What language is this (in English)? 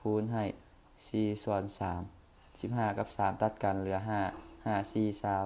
Lao